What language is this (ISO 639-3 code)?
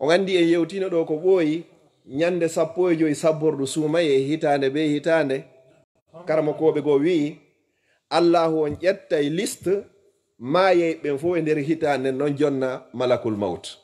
ful